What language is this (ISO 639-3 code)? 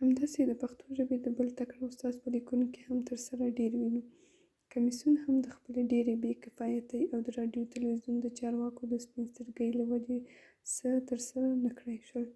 pus